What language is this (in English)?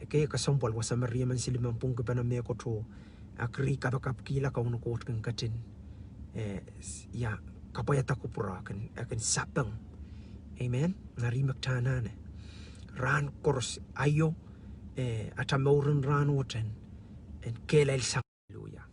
Pohnpeian